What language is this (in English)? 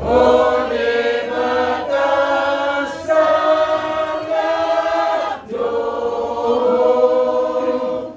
Batak Toba